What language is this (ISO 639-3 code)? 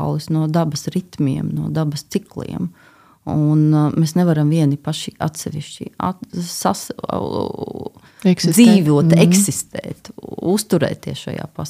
lav